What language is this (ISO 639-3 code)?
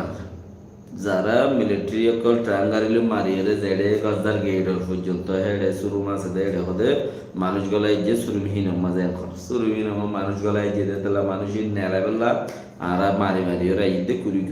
rhg